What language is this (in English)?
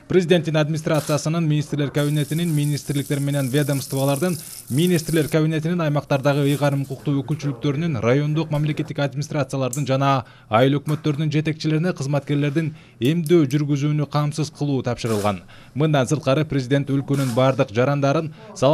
Kyrgyz